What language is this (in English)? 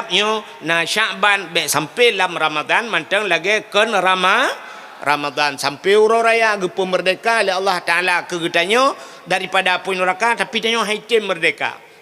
Achinese